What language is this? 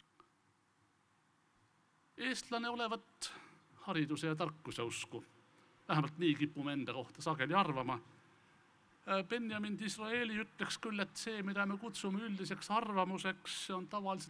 Estonian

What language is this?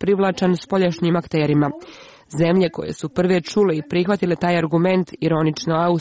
Serbian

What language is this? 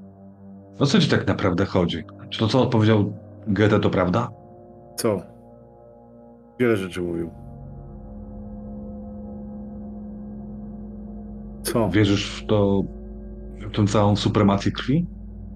Polish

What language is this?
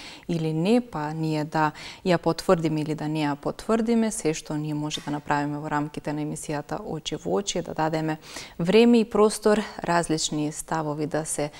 Macedonian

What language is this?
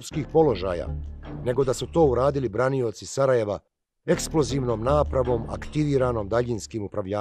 Bosnian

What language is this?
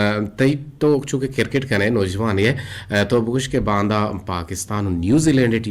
Eastern Balochi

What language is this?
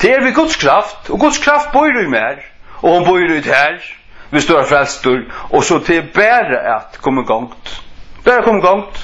Faroese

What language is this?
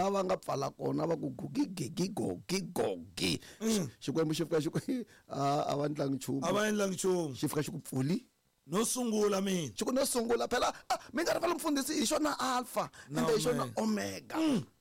Tsonga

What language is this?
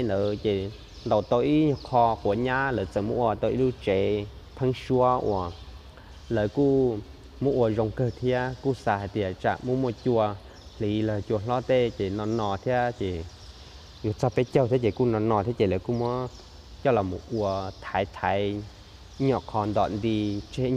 Hmong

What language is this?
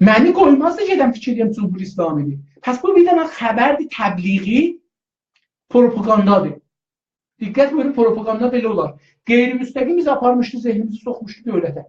South Azerbaijani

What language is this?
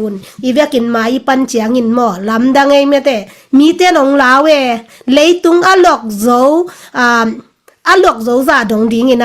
Tedim Chin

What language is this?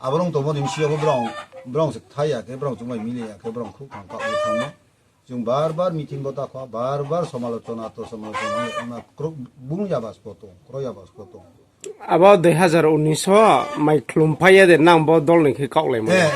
Riang (India)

